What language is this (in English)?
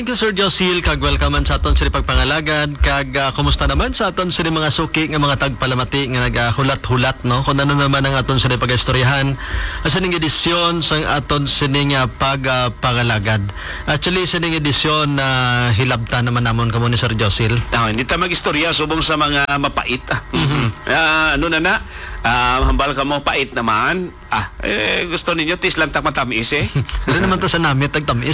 Hiligaynon